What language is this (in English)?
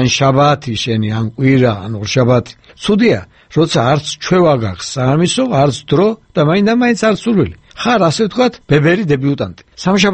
Georgian